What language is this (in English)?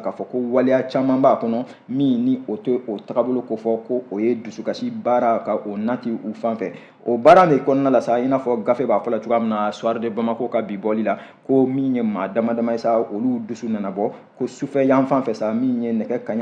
Bambara